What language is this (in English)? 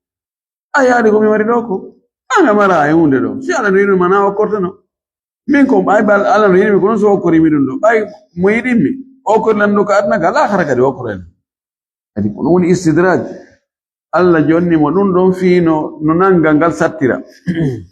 Fula